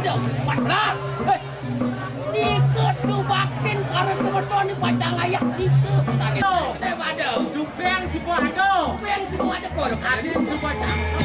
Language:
Balinese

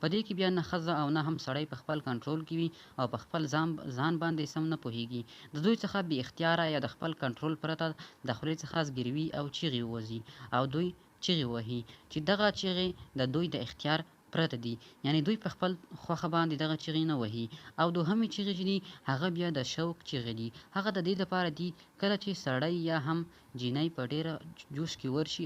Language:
Pashto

